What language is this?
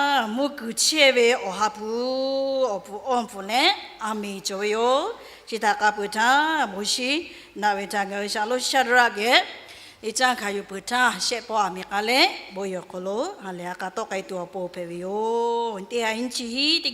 Lahu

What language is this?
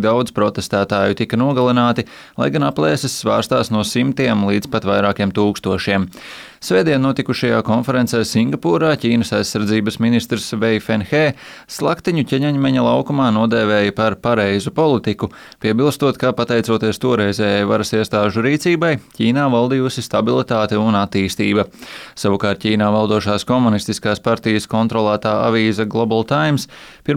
Latvian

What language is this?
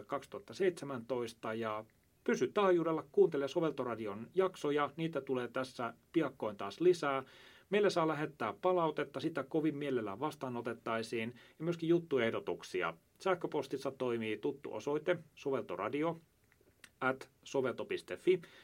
Finnish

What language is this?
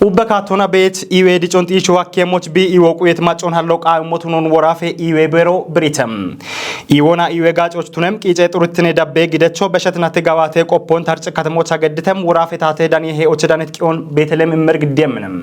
Kafa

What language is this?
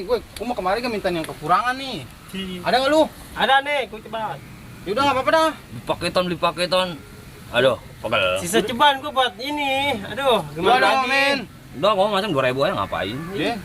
Betawi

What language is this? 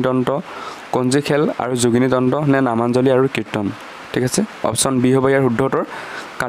Assamese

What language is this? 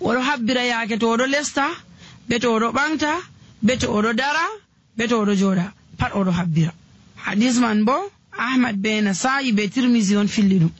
Nigerian Fulfulde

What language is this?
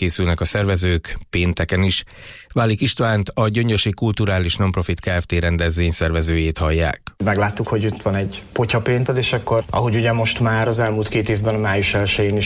Hungarian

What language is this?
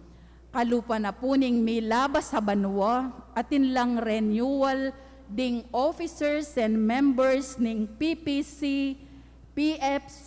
Pampanga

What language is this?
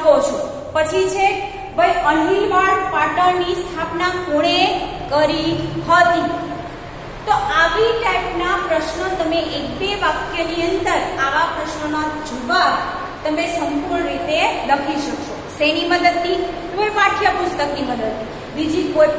Gujarati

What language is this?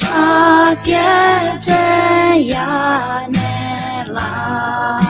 Akha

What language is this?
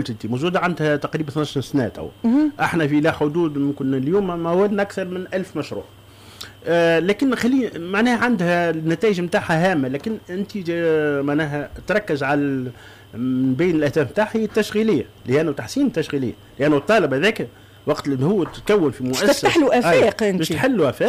Tunisian Arabic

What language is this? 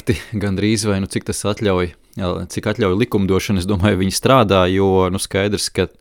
Latvian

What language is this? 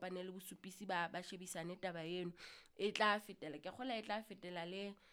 Southern Sotho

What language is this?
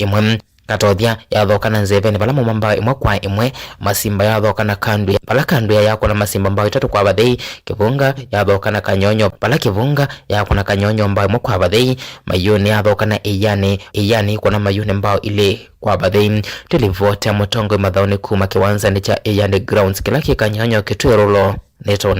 Kamba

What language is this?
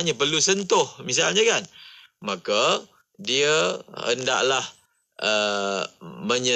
Malay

